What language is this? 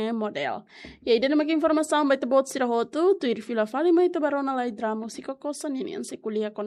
Tetum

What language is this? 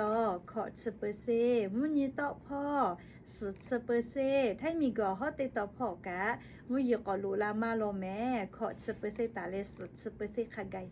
Lahu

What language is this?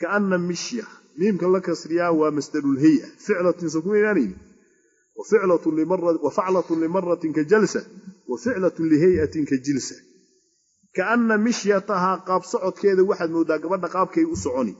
Somali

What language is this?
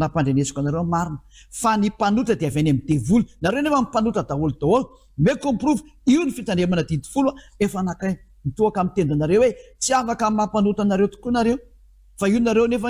Malagasy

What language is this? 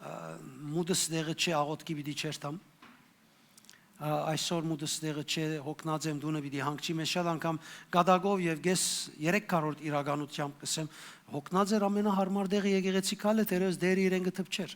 Western Armenian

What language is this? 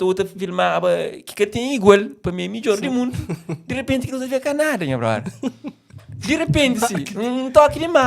Kabuverdianu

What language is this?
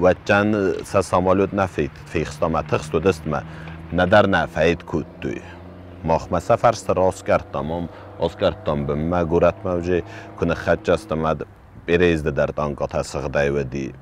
Ossetic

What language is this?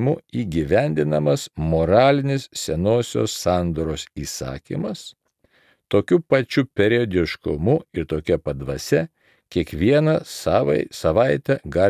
Lithuanian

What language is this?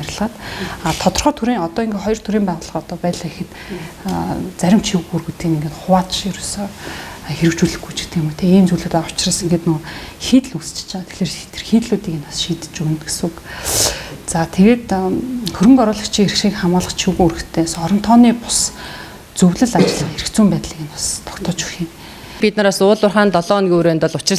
Mongolian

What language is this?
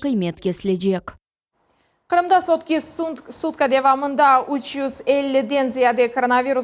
Crimean Tatar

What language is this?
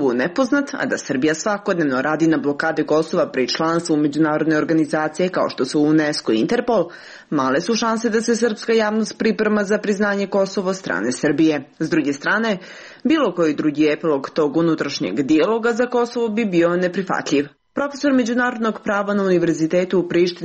Serbian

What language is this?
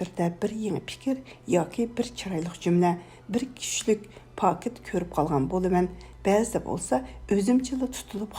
Uyghur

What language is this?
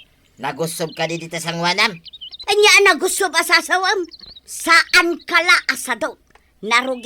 Iloko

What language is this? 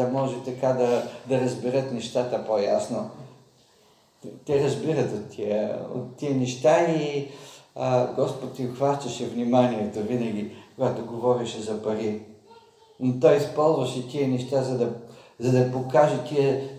Bulgarian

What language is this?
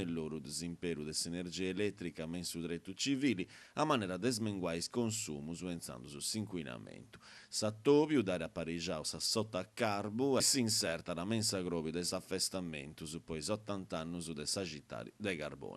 Sardinian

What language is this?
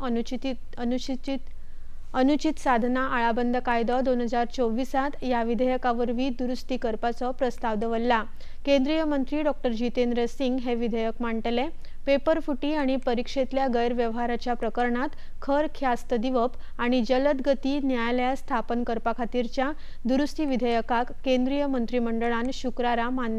Konkani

